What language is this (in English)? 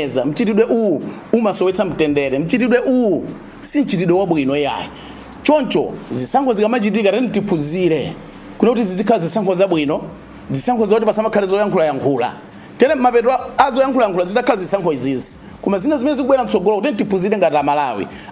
Nyanja